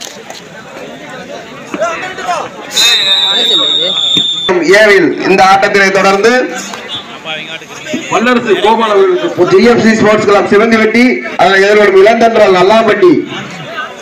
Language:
Tamil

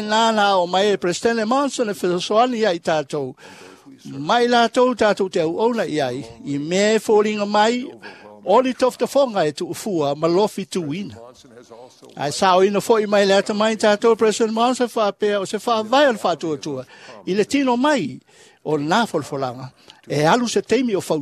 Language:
Samoan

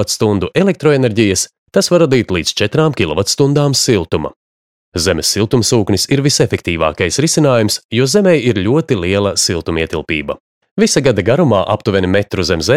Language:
Latvian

